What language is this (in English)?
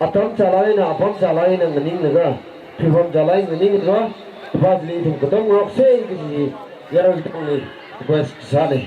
Tangkhul Naga (India)